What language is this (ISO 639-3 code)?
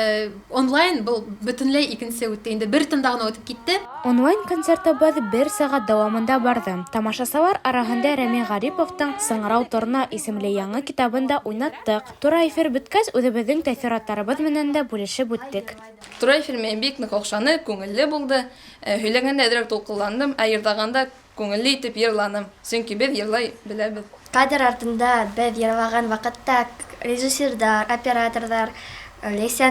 bak